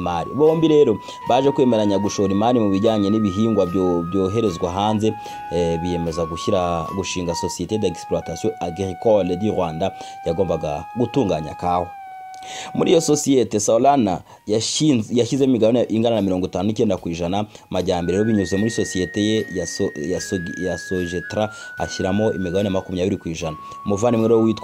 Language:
Kinyarwanda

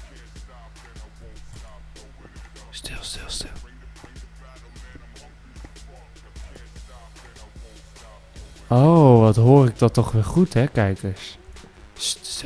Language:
Dutch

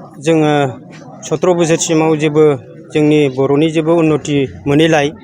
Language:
Bodo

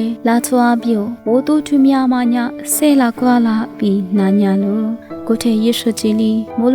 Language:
Lisu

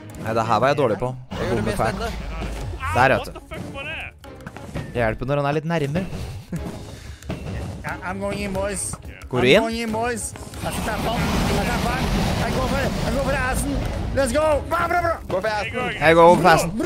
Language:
Norwegian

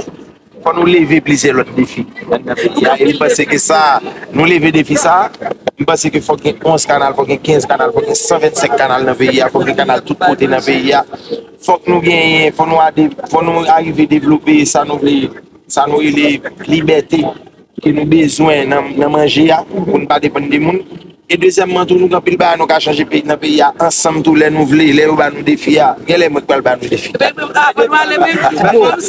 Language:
Haitian Creole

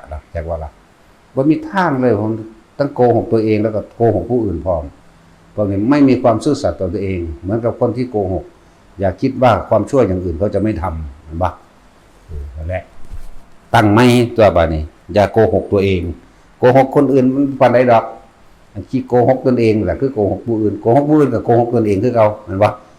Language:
Northeastern Thai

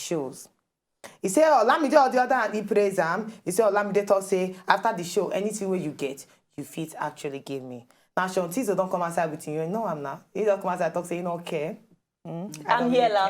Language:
Nigerian Pidgin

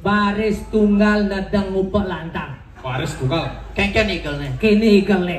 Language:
Balinese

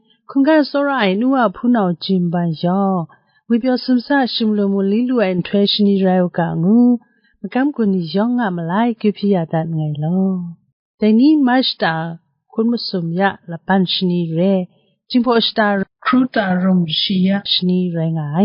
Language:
Kachin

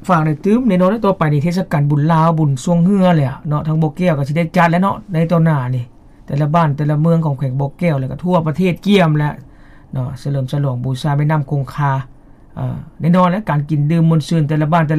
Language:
Lao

